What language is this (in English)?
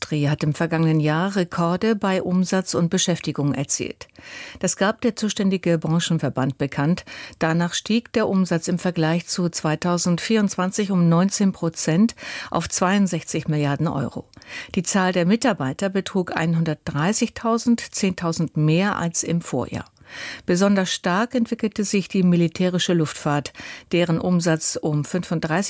German